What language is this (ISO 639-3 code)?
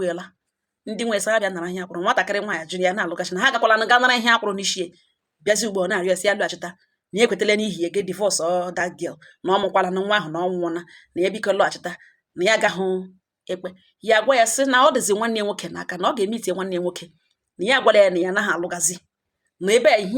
ibo